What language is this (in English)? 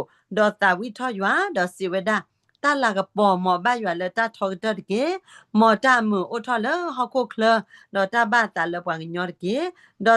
S'gaw Karen